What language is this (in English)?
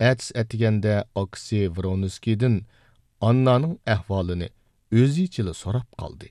Uyghur